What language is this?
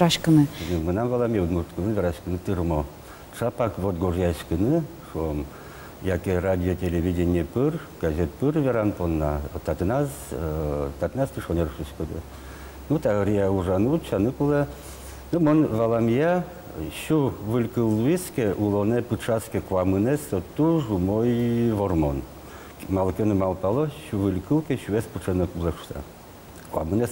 Udmurt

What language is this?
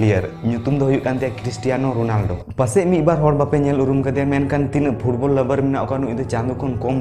Santali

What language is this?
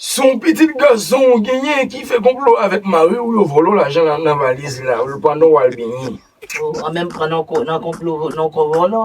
Haitian Creole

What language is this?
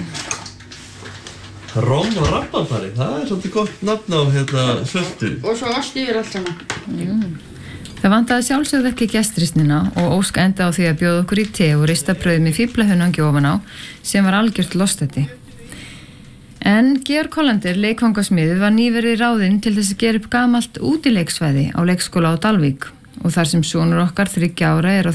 Icelandic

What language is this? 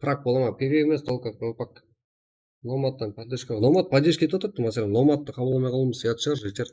Kara-Kalpak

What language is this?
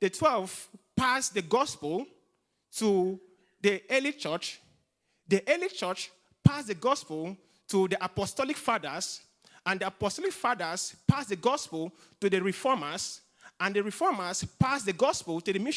English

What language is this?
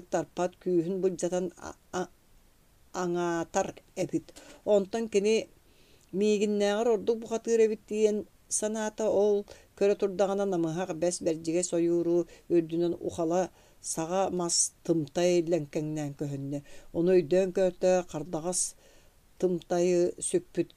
Yakut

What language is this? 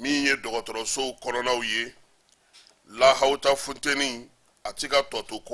Bambara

